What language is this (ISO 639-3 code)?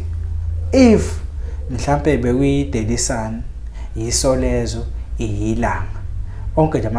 zul